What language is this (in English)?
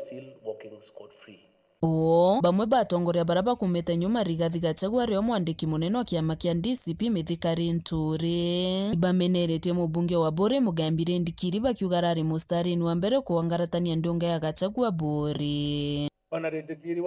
Meru